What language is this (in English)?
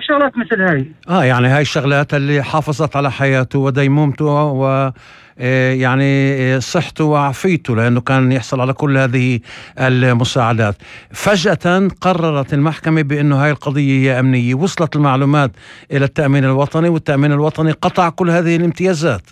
North Levantine Arabic